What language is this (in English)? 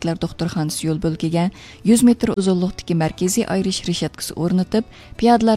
Uyghur